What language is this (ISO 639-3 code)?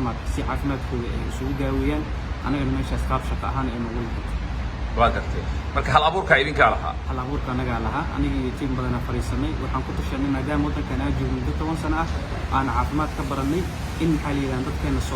som